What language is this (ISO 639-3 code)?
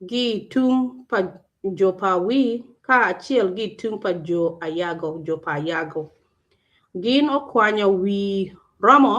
ach